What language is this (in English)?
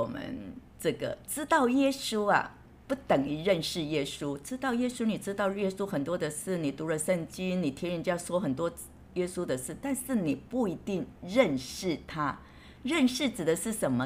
Chinese